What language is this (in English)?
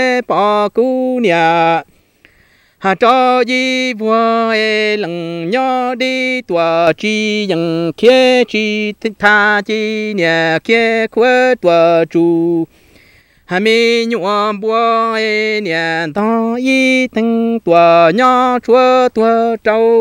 Vietnamese